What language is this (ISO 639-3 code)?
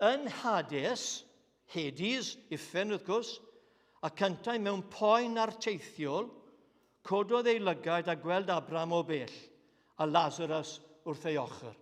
cym